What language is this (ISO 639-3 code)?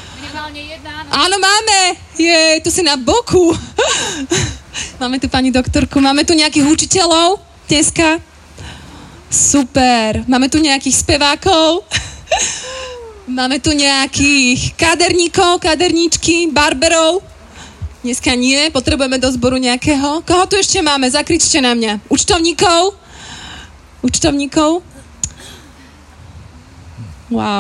slk